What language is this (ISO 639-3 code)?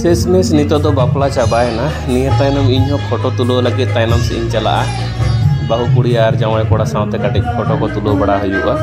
sat